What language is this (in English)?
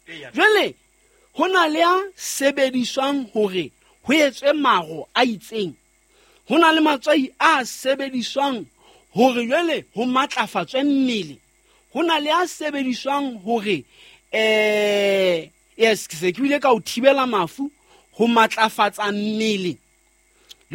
Southern Sotho